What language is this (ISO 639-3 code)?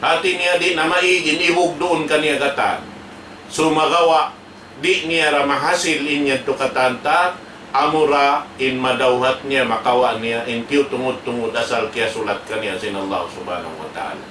tsg